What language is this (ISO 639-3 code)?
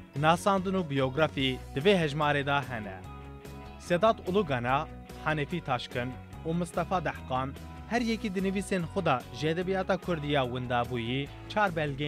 kur